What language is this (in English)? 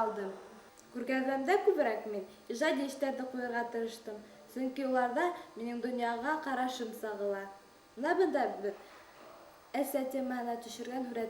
Bashkir